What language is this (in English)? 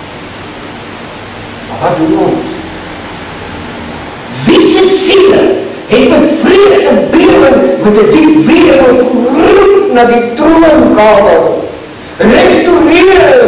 Afrikaans